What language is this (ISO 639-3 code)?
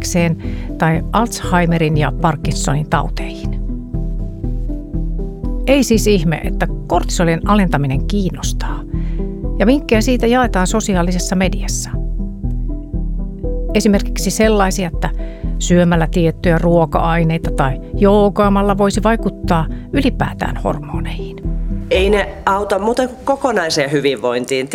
fin